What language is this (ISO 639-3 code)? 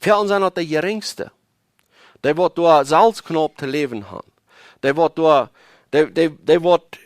pdt